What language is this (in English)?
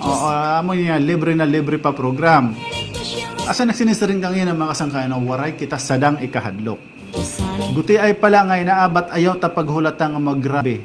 Waray